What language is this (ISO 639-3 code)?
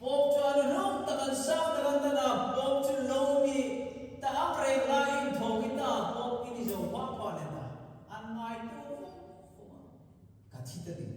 hmr